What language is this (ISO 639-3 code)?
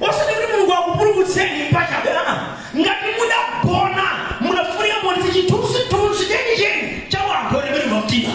nya